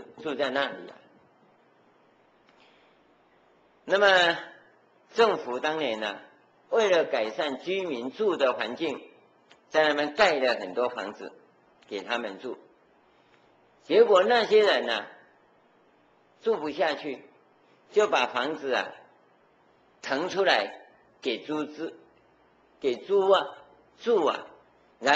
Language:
Chinese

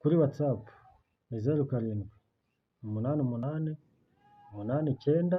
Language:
Kinyarwanda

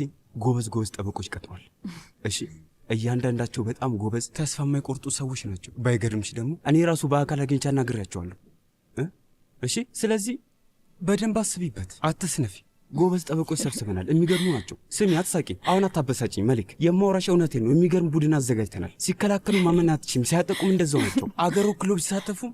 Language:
Amharic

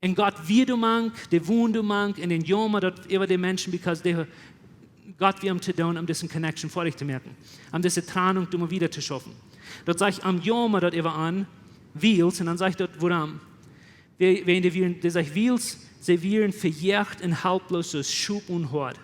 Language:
Plautdietsch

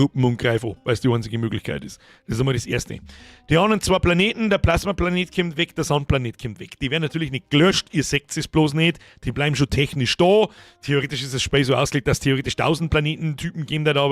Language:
Bavarian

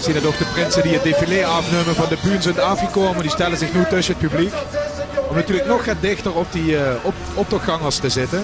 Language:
Limburgish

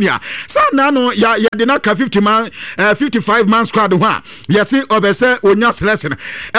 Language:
Akan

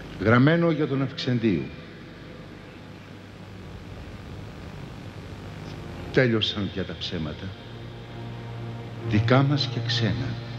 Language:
Greek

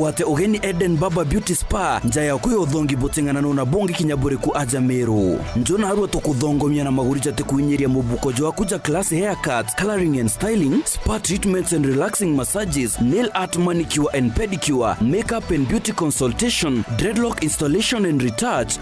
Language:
Meru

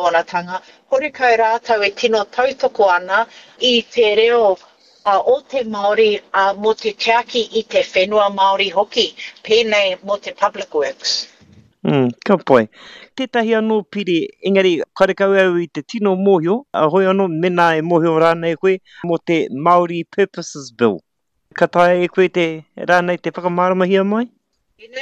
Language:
Māori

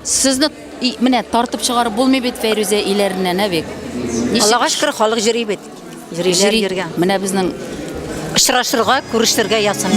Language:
Tatar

